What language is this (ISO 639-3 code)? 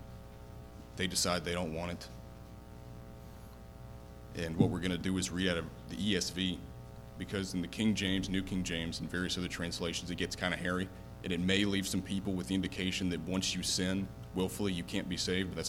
eng